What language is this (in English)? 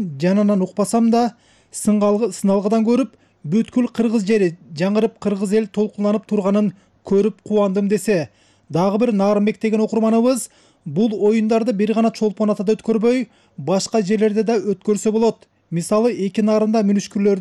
Kyrgyz